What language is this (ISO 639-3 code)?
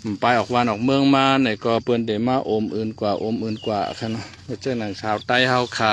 shn